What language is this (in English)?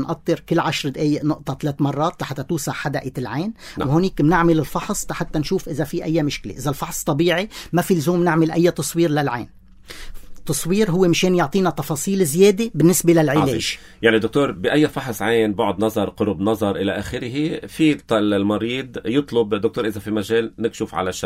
North Levantine Arabic